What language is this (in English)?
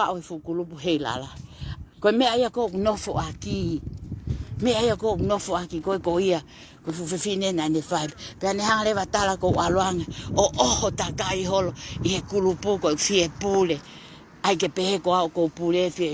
Tongan